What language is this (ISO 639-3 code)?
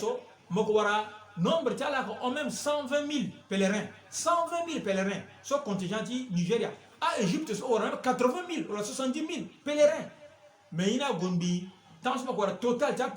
sag